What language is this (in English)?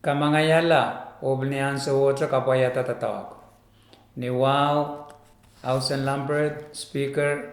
Pohnpeian